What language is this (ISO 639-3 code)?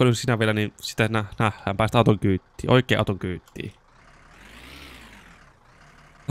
fin